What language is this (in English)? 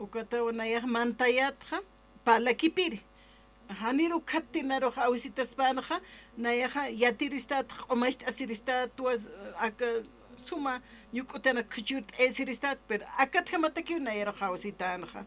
Aymara